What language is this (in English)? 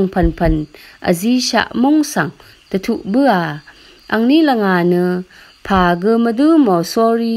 Rawang